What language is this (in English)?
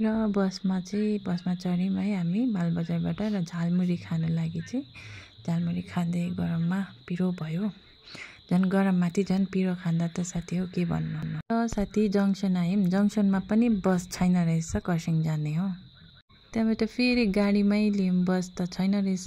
Nepali